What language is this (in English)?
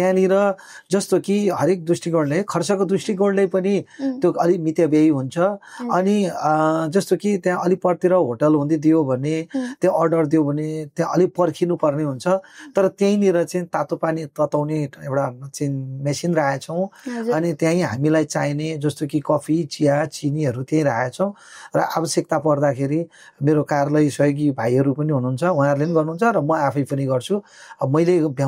Nepali